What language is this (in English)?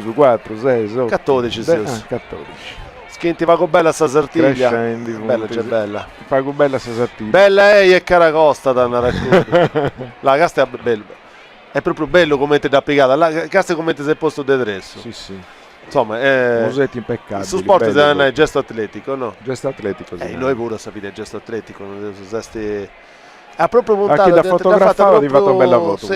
Sardinian